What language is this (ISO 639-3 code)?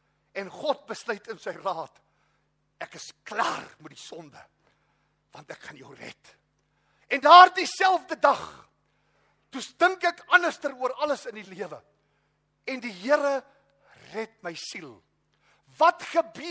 afr